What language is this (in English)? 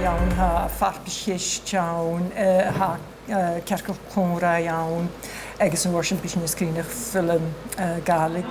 Scottish Gaelic